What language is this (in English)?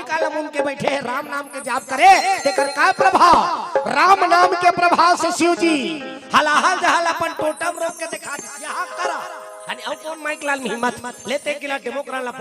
Chhattisgarhi